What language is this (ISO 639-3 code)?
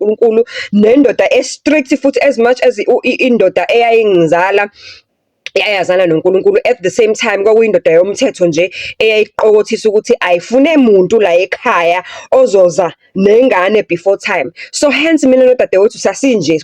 zul